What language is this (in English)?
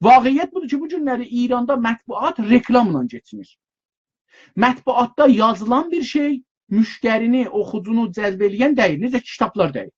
South Azerbaijani